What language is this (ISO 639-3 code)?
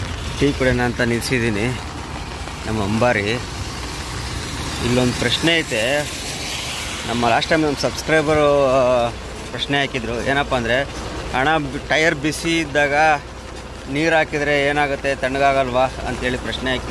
kan